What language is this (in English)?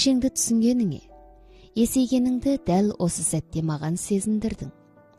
Kazakh